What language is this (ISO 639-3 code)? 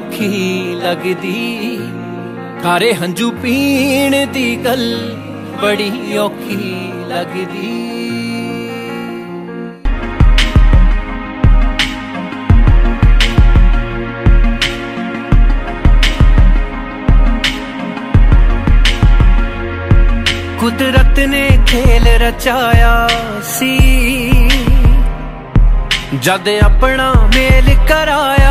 pan